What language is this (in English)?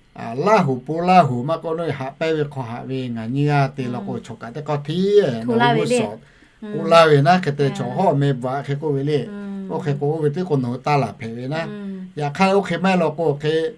Lahu